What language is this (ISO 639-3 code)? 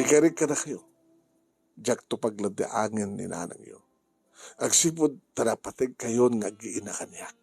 ilo